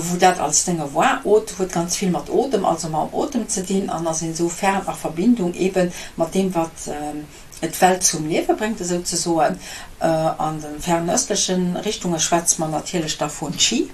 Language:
Luxembourgish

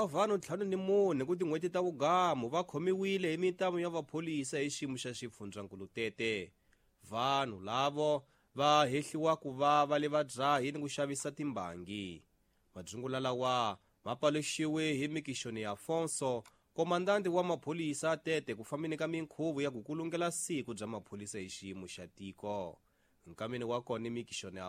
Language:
Tsonga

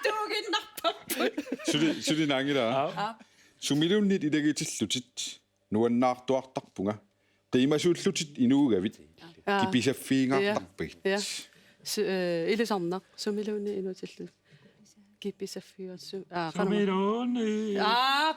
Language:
Kalaallisut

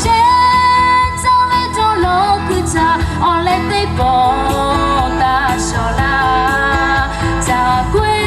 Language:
Lahu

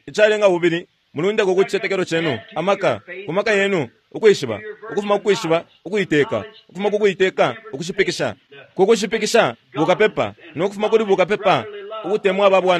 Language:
Bemba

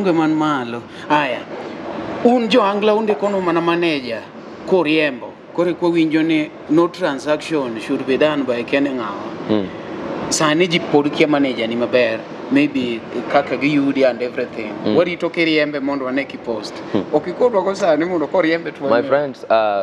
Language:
Luo (Kenya and Tanzania)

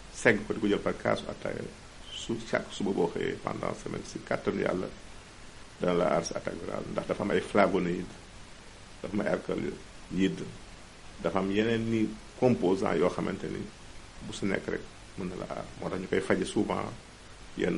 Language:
Wolof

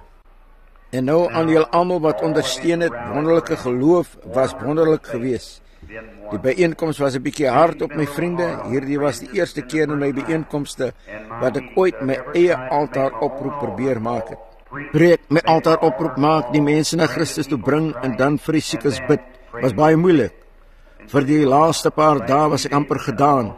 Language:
Afrikaans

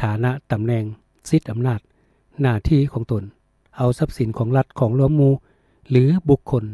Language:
Lao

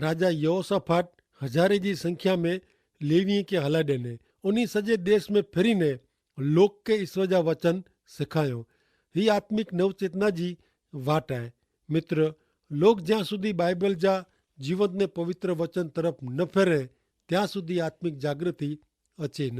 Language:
Kachhi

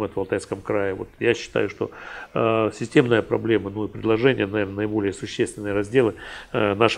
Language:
Russian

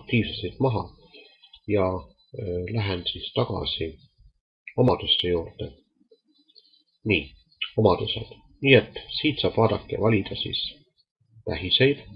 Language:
Estonian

